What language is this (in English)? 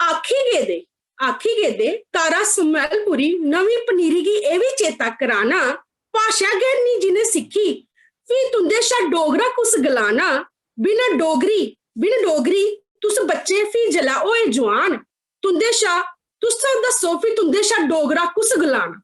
Dogri